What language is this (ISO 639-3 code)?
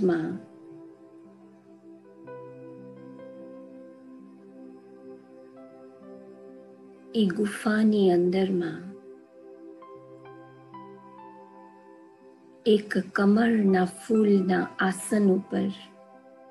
guj